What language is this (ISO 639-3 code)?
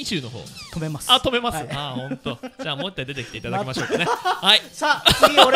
jpn